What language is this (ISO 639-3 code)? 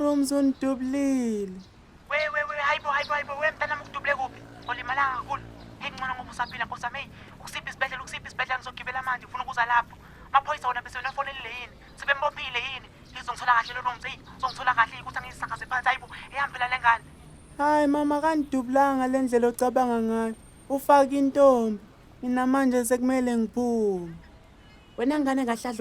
zul